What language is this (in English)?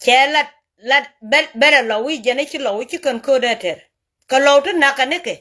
Nuer